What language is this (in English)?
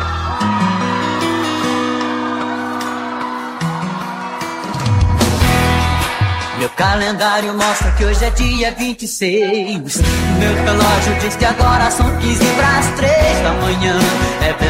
Portuguese